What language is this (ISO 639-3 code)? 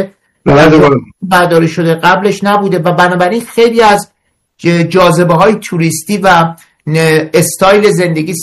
fas